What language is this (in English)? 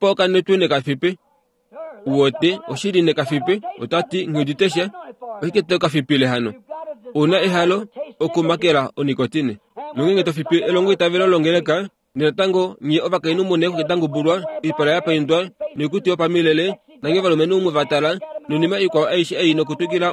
Kuanyama